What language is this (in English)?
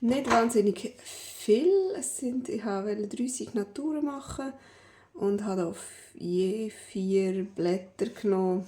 Swiss German